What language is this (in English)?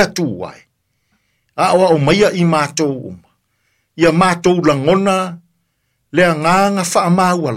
Samoan